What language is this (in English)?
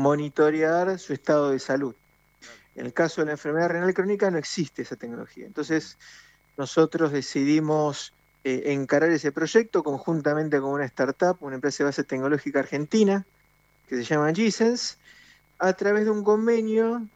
Spanish